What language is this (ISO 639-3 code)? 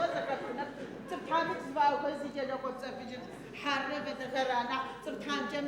ady